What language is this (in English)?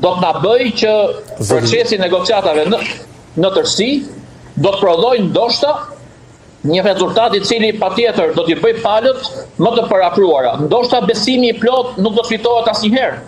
Albanian